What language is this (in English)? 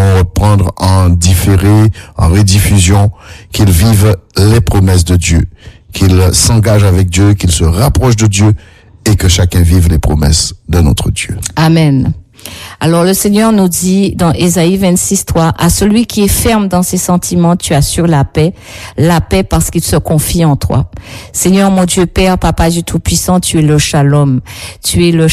French